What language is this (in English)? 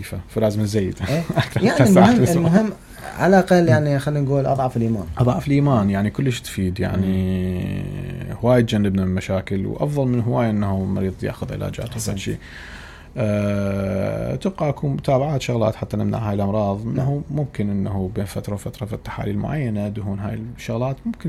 Mesopotamian Arabic